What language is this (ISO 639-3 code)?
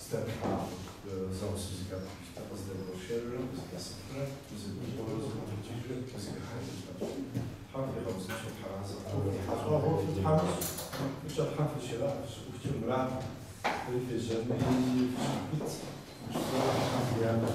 kbd